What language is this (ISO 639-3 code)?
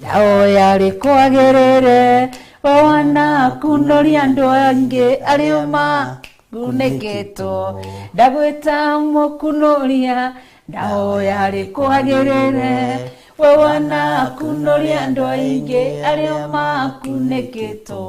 kik